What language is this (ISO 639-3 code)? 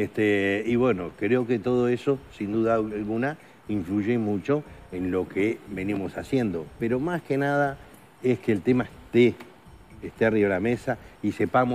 spa